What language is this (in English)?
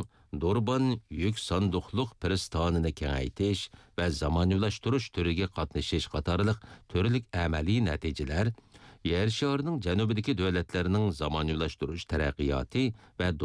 Uyghur